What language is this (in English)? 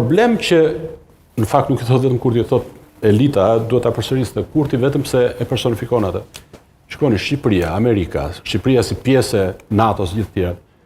Albanian